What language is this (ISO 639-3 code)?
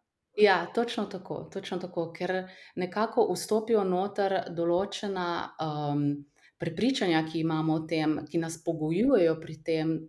slv